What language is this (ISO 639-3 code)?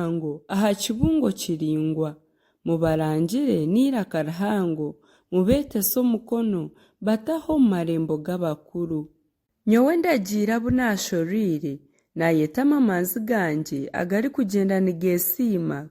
nyn